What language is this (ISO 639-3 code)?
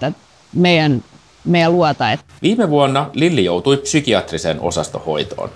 fin